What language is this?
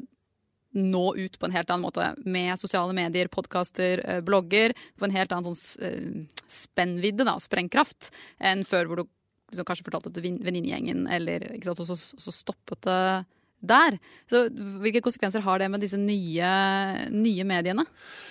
Norwegian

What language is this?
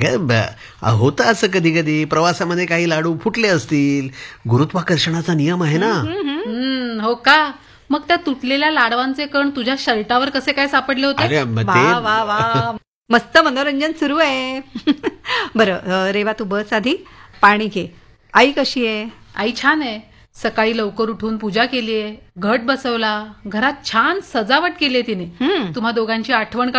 Marathi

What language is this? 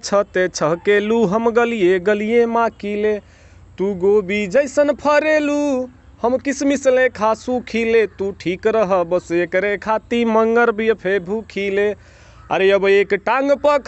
Bhojpuri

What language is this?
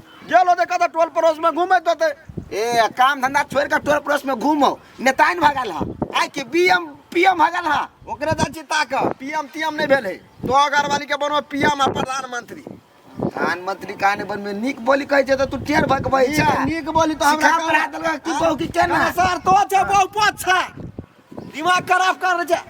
Maithili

